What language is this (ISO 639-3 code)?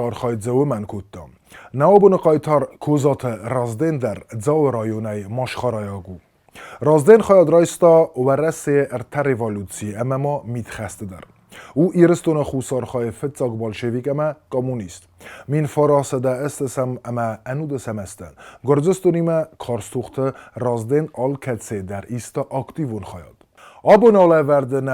oss